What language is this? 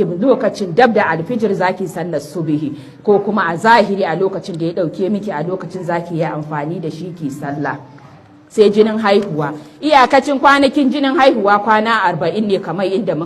Hausa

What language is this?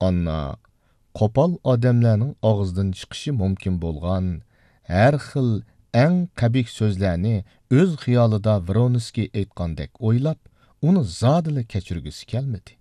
Uyghur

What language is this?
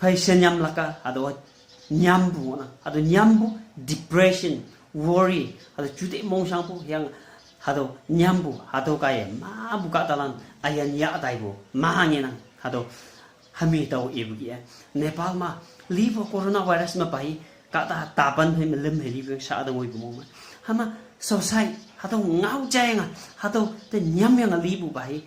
Konyak Naga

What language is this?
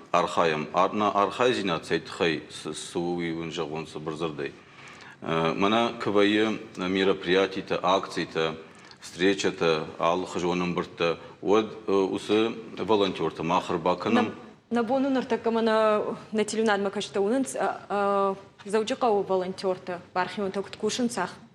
Ossetic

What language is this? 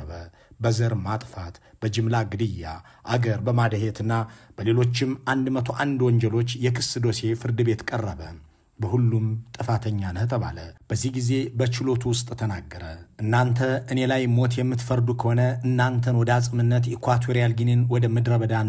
Amharic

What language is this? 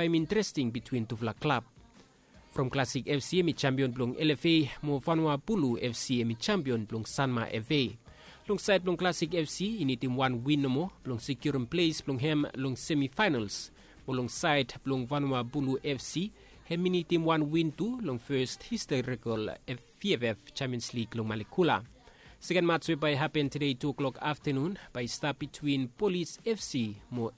Bislama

